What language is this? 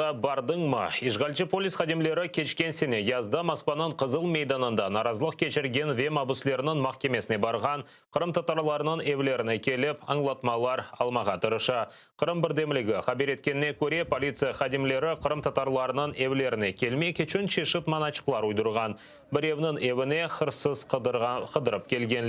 Crimean Tatar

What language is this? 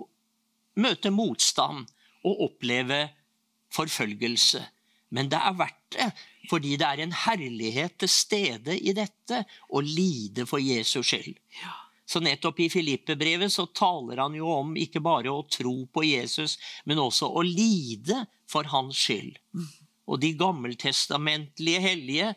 Norwegian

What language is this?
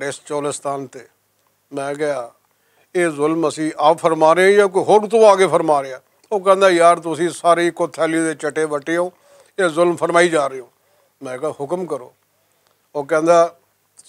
Western Panjabi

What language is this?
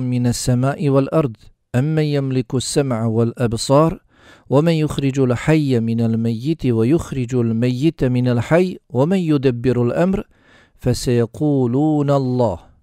Bosnian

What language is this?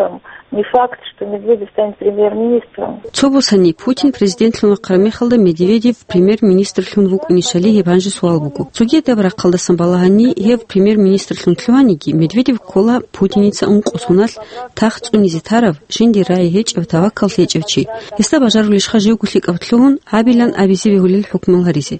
Avaric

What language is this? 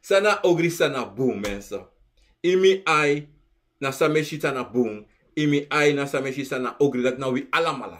Sranan Tongo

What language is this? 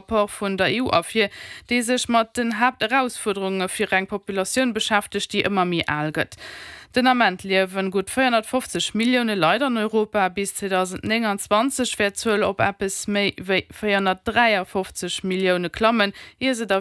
Luxembourgish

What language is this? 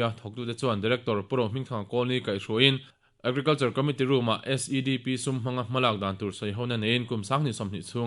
Mizo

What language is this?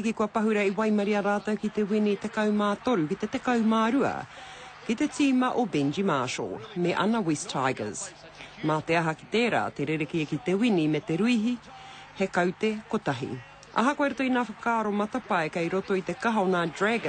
Māori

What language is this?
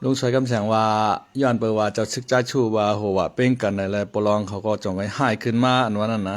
Shan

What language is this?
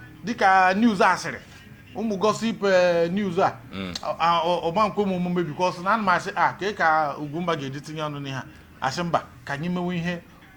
Igbo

